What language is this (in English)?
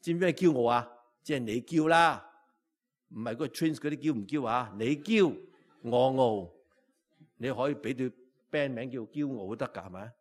Cantonese